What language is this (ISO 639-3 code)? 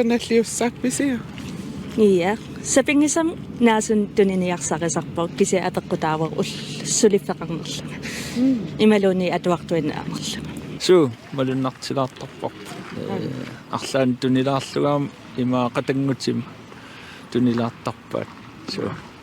kal